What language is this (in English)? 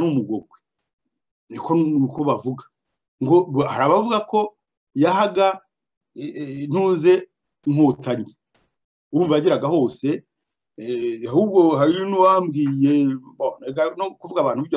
Kinyarwanda